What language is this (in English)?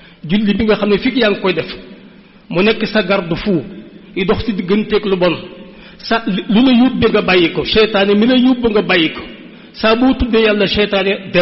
Wolof